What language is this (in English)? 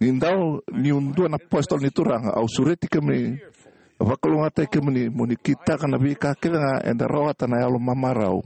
Fijian